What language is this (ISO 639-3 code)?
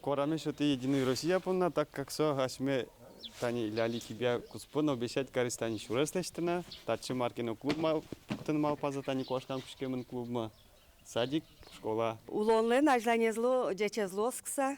udm